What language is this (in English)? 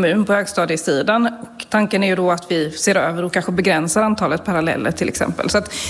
Swedish